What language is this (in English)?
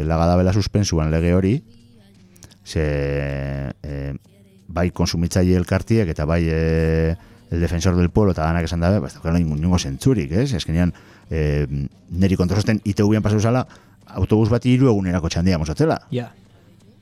Basque